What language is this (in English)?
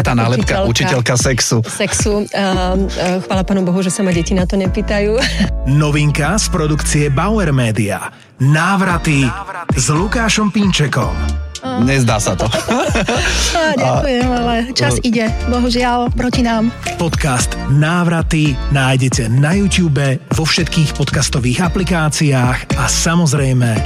Slovak